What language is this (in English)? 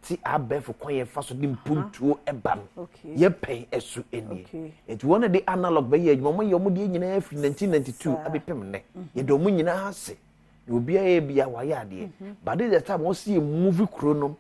Akan